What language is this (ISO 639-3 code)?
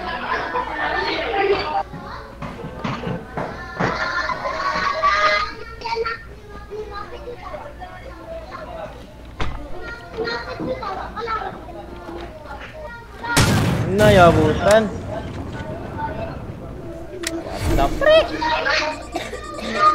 fil